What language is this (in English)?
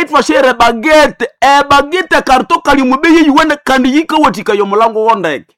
Nande